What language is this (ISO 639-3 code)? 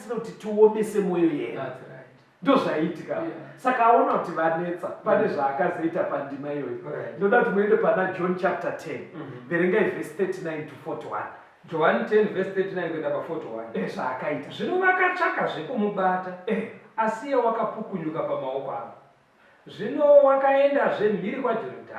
sna